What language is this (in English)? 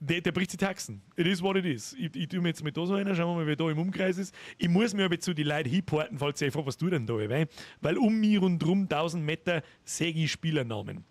Bavarian